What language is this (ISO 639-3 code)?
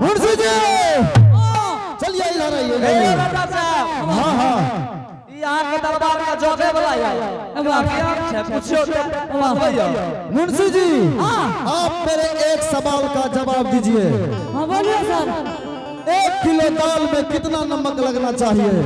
anp